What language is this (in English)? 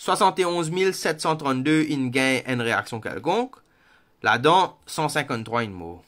Morisyen